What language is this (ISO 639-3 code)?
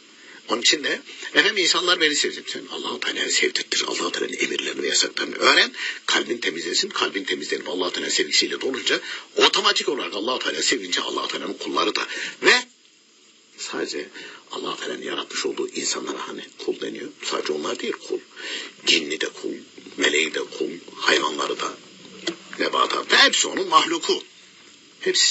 tur